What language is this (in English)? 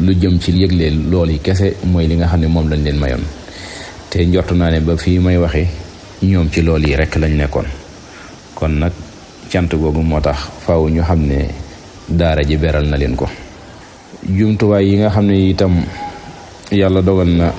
Wolof